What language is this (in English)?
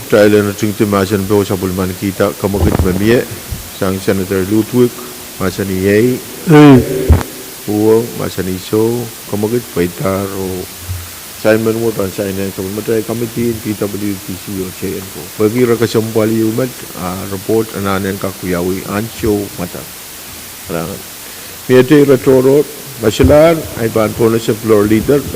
Pohnpeian